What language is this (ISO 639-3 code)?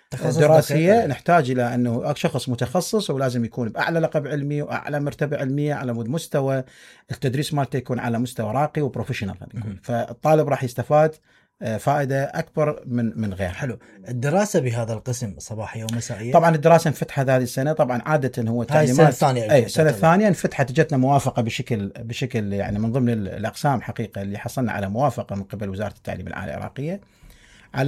acm